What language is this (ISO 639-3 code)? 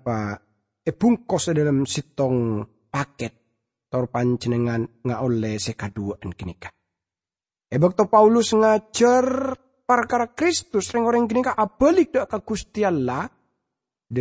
mad